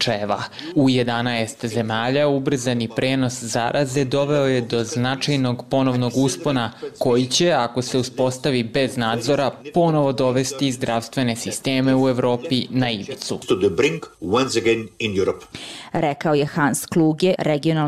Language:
Serbian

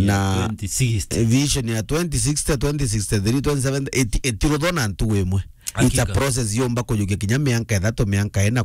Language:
Meru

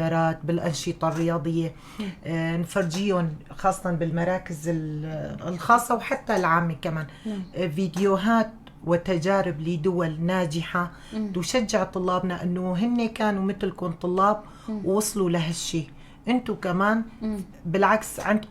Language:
North Levantine Arabic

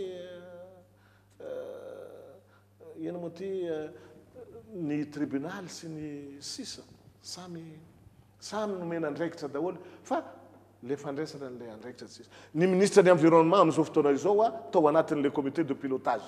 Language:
Malagasy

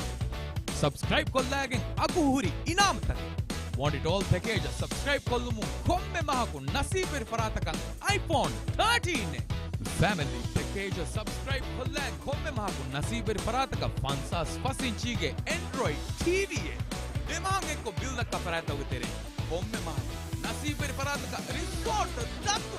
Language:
Divehi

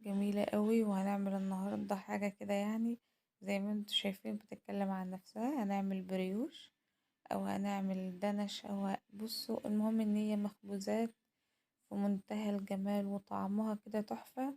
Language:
Egyptian Arabic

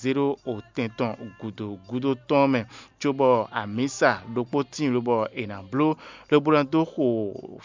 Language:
Fon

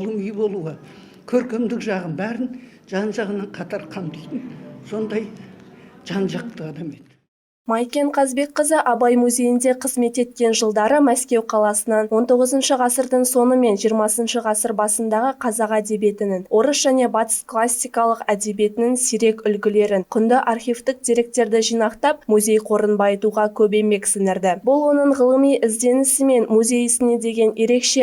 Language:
Kazakh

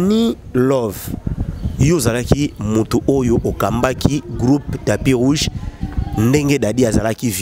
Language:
Lingala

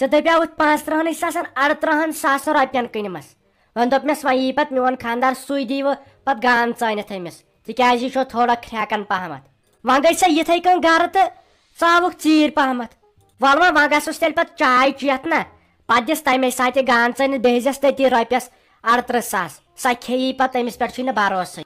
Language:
Kashmiri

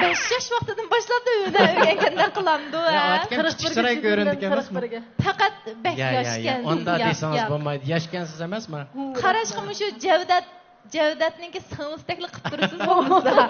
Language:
Uyghur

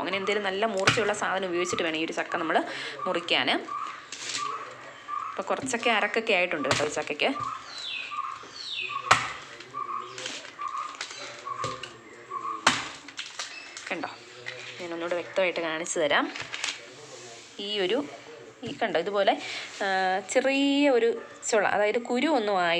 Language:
Malayalam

